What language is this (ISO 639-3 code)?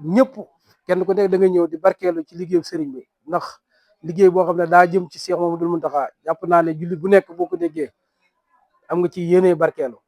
wol